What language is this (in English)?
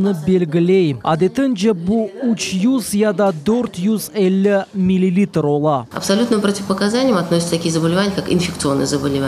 Crimean Tatar